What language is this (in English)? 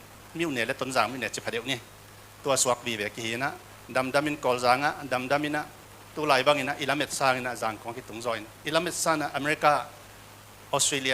Tedim Chin